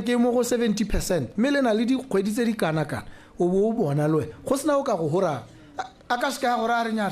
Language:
Tswana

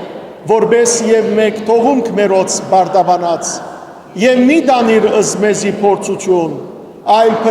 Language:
Western Armenian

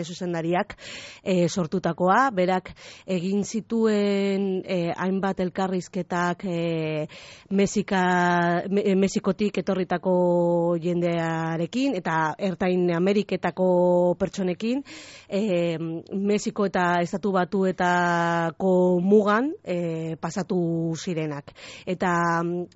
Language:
Basque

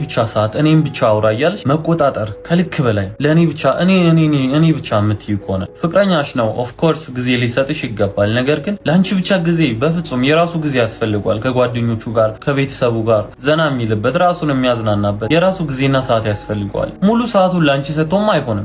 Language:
Amharic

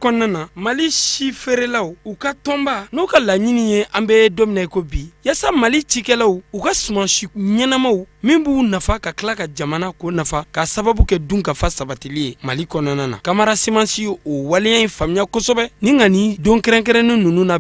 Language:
Bambara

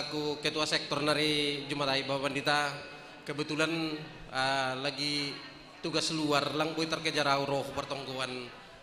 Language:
Batak Simalungun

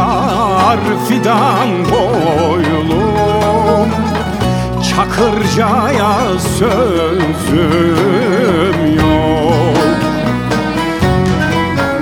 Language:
Turkish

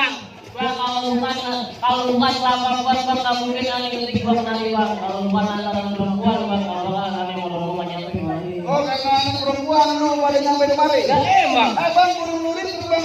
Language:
Betawi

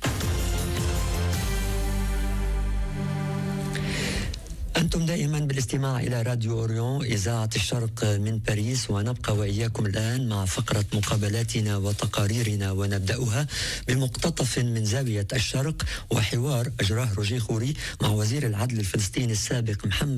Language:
Arabic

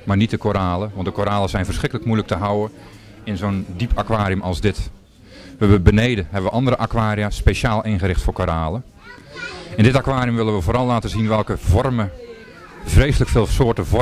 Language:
Dutch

